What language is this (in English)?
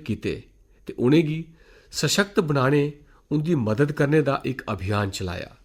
Dogri